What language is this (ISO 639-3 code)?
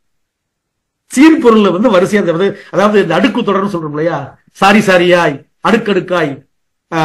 tam